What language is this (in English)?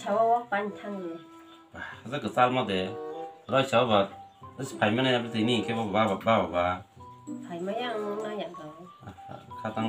Kok Borok